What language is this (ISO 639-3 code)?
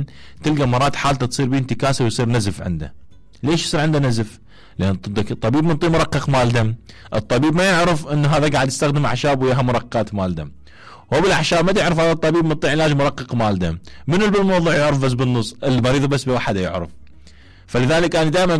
acm